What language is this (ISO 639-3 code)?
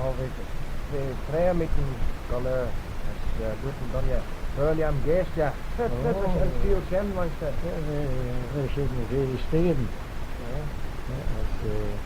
glv